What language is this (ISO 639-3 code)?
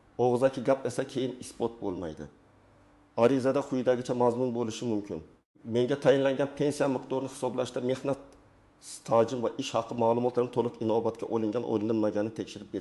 uzb